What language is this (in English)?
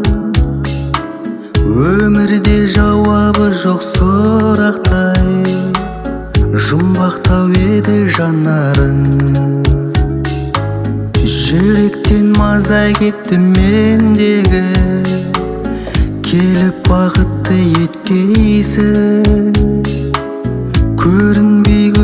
Kazakh